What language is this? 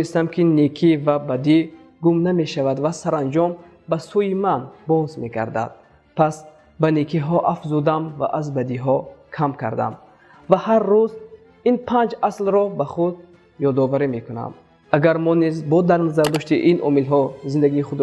Tajik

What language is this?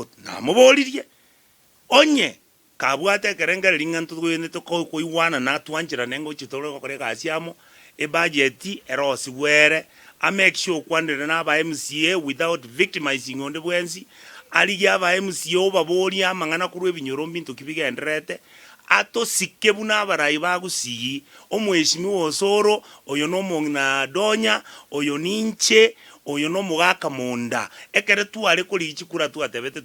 Gusii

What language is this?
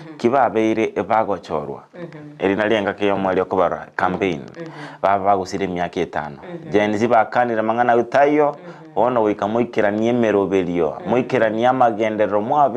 Gusii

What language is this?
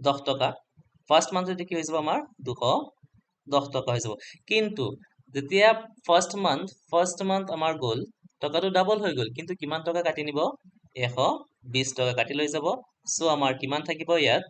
Assamese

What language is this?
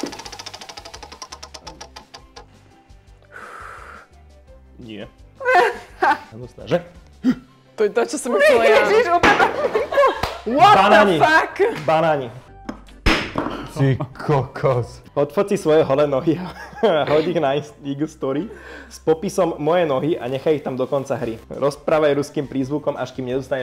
Slovak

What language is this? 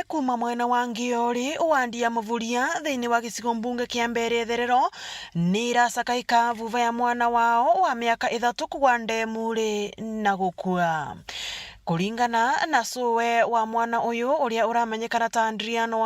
Meru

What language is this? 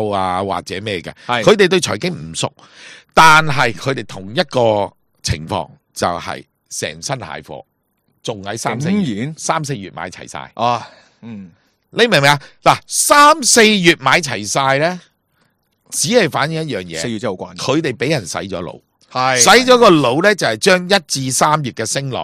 Cantonese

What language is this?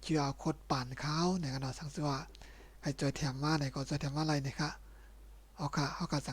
Shan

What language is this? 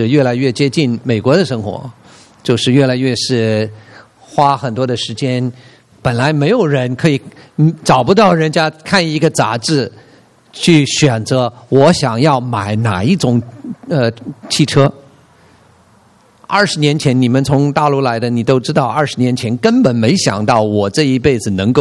Chinese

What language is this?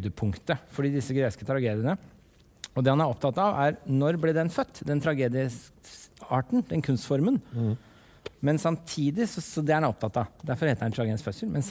Norwegian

